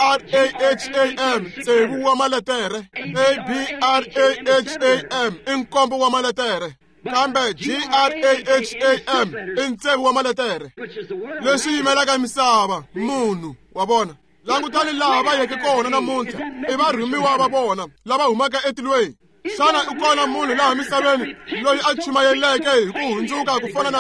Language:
Tsonga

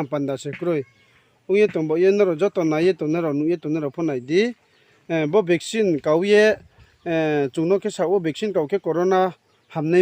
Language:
Riang (India)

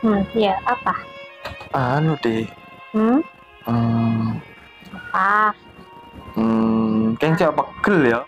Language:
Madurese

